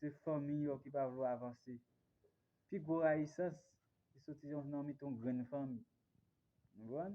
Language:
Haitian Creole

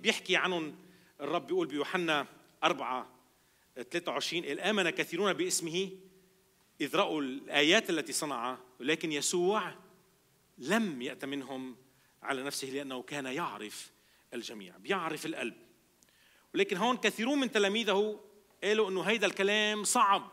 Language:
North Levantine Arabic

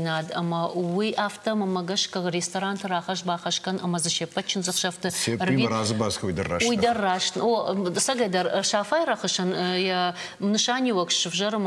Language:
Ossetic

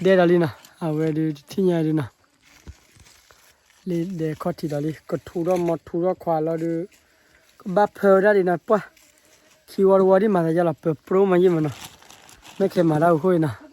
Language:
S'gaw Karen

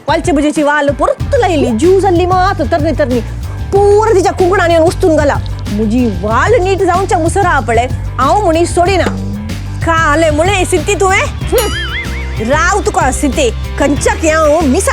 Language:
Konkani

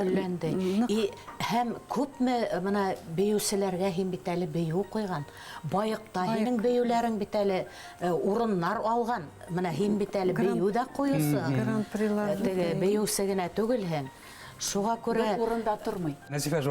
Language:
Bashkir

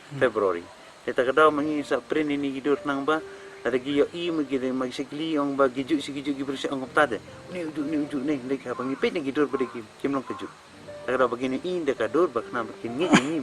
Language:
Khasi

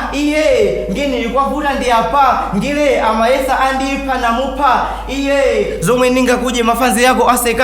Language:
Nyanja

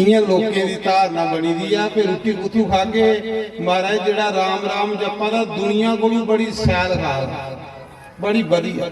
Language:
Dogri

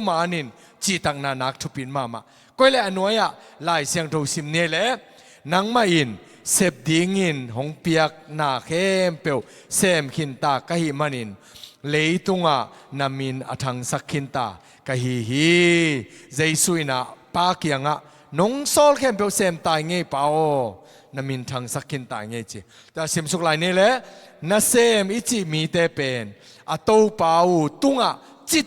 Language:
Tedim Chin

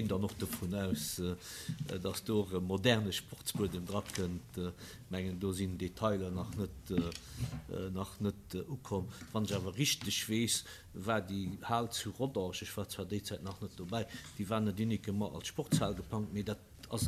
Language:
Luxembourgish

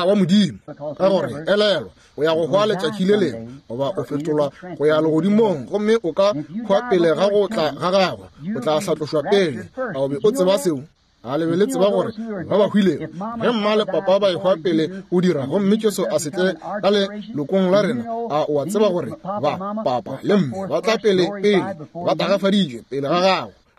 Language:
Northern Sotho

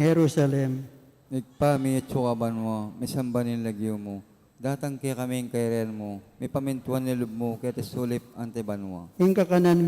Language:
Pampanga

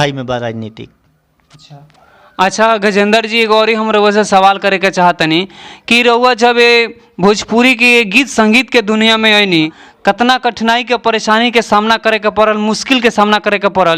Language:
Bhojpuri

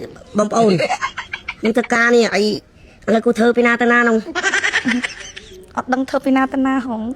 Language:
Khmer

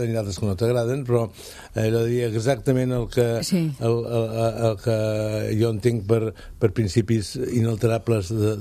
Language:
Catalan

